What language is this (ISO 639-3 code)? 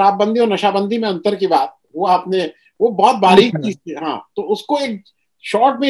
hin